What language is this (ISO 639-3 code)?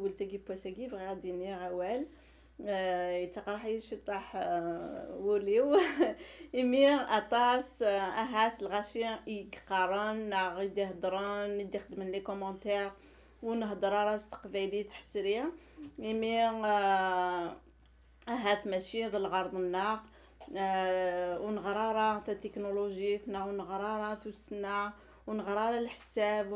kab